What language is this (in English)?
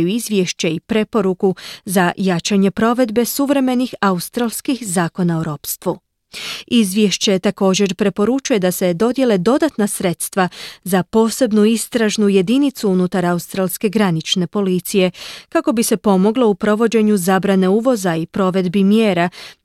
Croatian